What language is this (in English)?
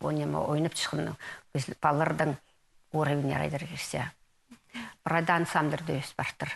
Khakas